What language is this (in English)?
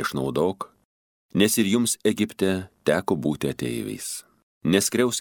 Lithuanian